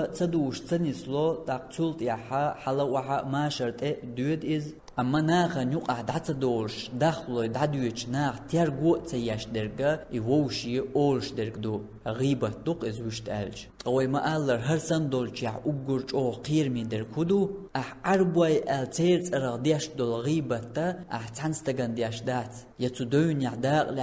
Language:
Chechen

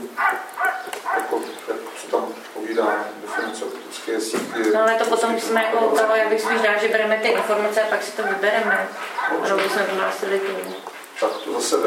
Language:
Czech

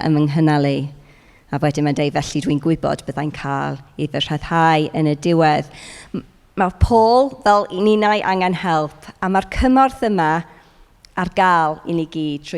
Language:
Welsh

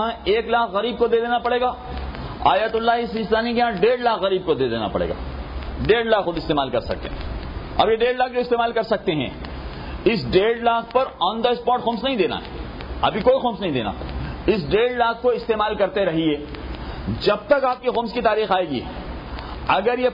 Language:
Urdu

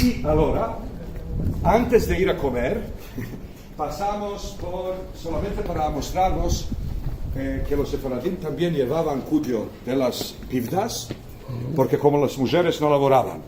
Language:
Ladino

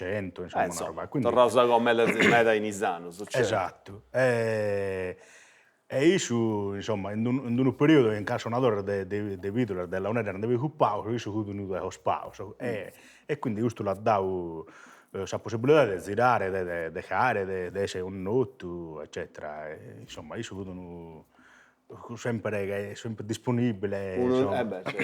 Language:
Sardinian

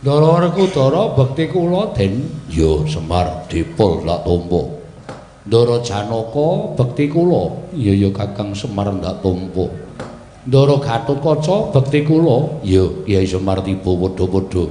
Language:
Javanese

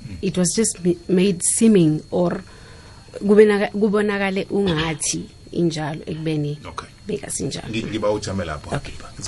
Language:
South Ndebele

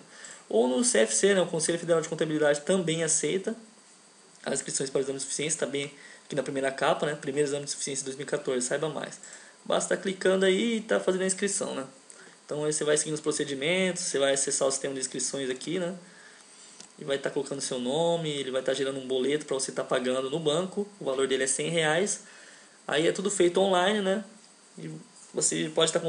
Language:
Portuguese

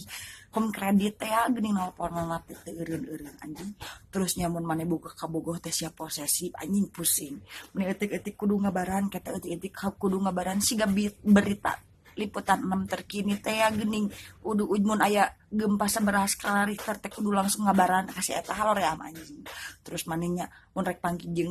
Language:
Sundanese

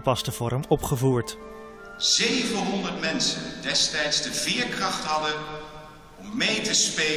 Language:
Dutch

